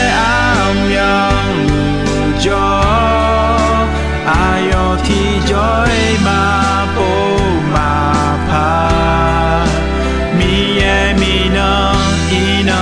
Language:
Akha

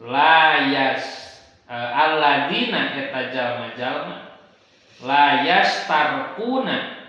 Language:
Sundanese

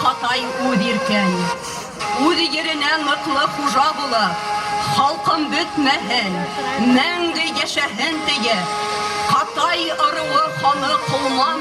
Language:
Bashkir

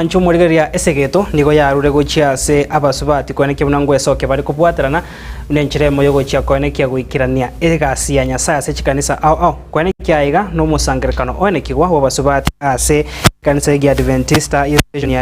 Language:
Gusii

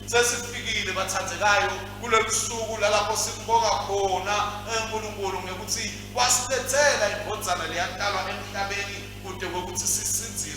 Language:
Swati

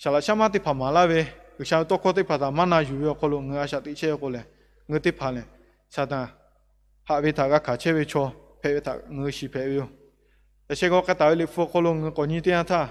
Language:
Lahu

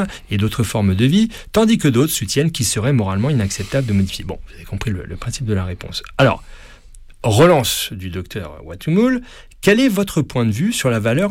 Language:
French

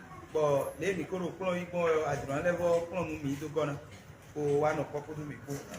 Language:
Fon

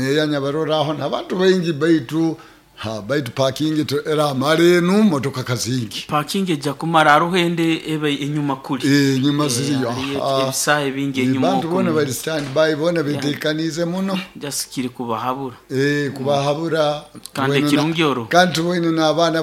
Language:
Nyoro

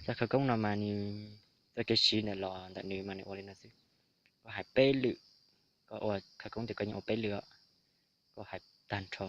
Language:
Hmong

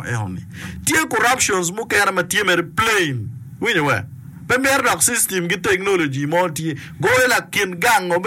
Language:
Acoli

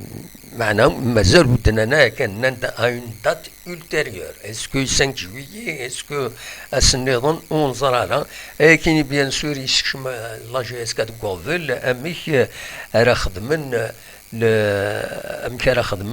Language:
Kabyle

